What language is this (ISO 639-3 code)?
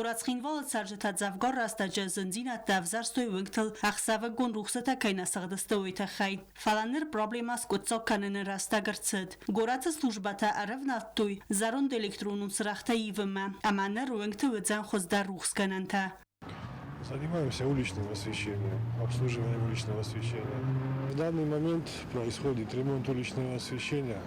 oss